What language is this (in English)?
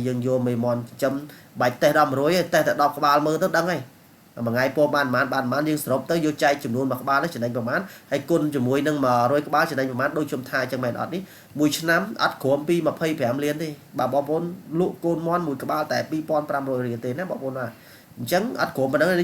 Khmer